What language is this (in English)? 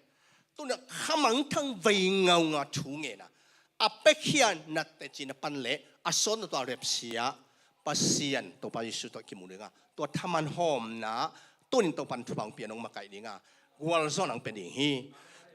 Tedim Chin